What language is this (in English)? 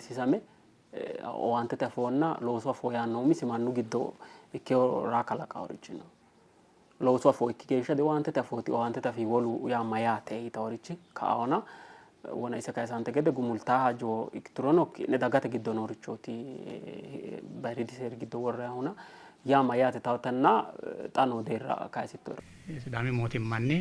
Sidamo